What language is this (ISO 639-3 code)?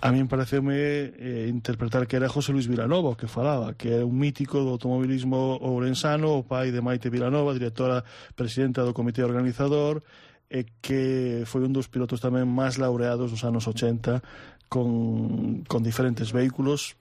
glg